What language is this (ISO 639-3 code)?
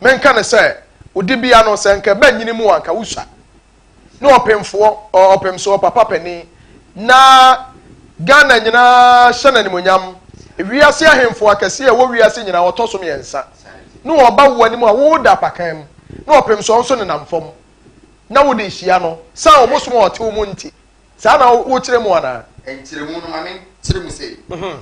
aka